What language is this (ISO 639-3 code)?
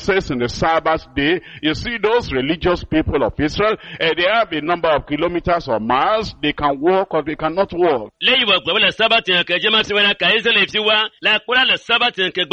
ewe